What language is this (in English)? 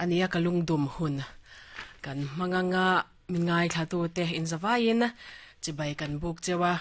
Mizo